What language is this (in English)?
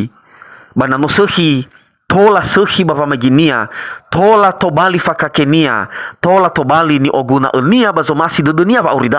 Nias